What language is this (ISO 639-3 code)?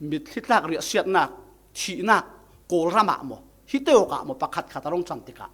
cfm